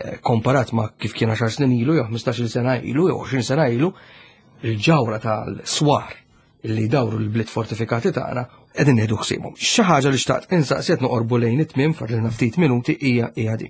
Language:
Maltese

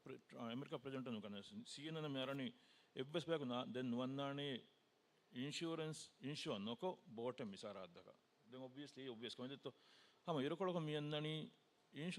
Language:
Divehi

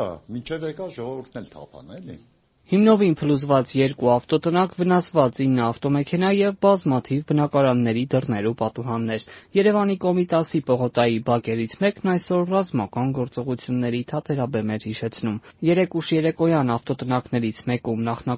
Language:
Armenian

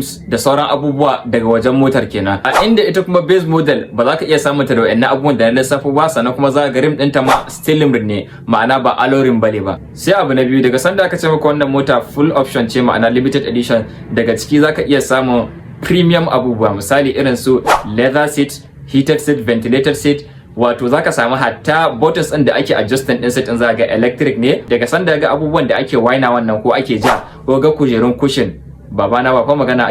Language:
Hausa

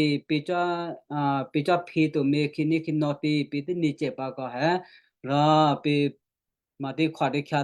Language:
Western Kayah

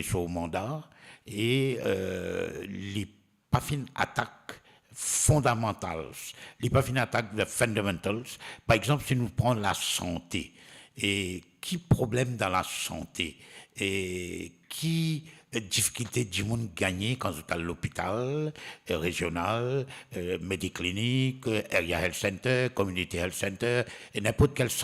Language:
Morisyen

